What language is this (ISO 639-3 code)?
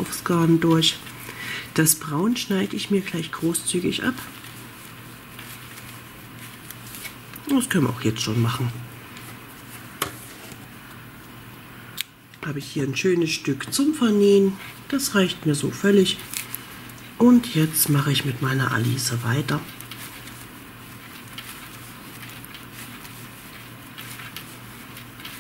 deu